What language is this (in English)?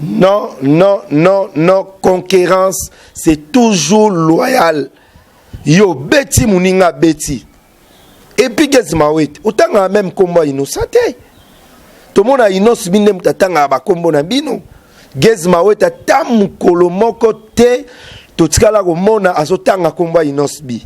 Lingala